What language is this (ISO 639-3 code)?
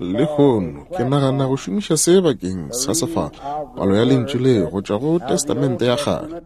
nso